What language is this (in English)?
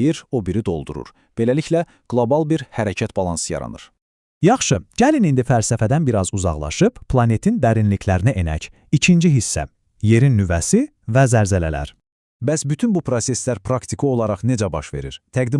Azerbaijani